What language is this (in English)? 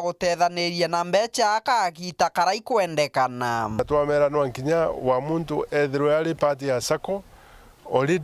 Meru